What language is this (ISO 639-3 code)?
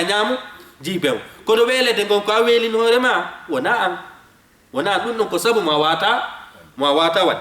ful